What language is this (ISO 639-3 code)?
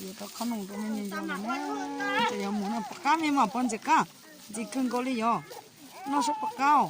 hmn